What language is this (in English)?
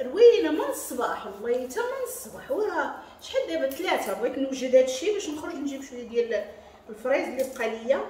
Moroccan Arabic